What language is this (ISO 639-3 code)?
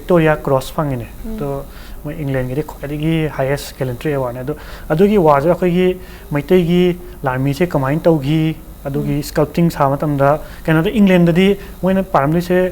mni